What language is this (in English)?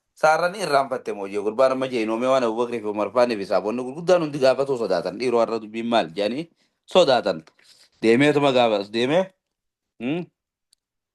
Oromo